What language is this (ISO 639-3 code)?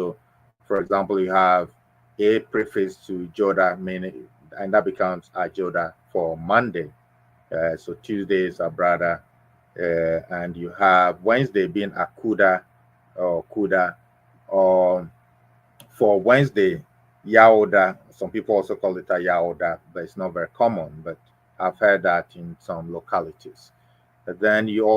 ewe